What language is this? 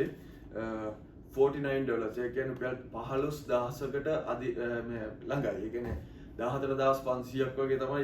Sinhala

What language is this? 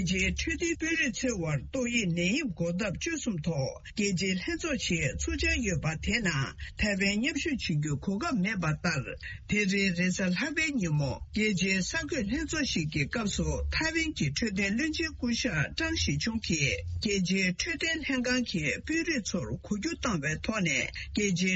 Tibetan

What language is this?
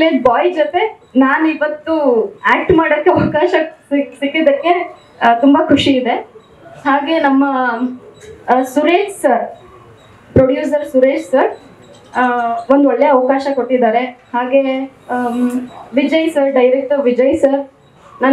Kannada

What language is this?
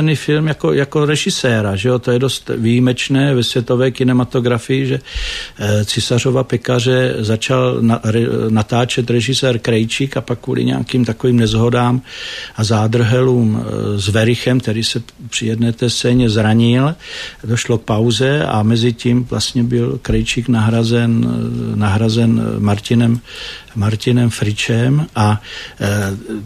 Czech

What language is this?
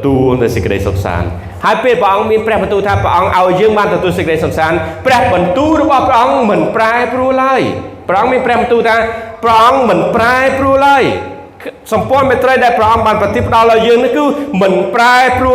Khmer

